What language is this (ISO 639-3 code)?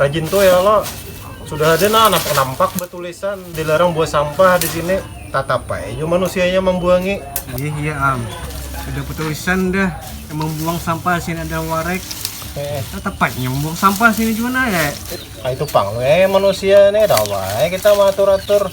bjn